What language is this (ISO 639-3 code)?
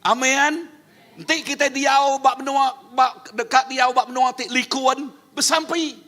iba